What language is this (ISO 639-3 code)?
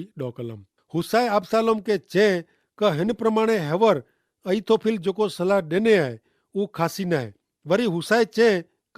kfr